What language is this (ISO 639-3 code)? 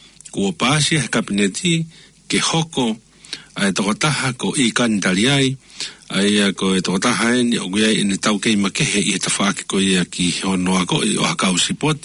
ton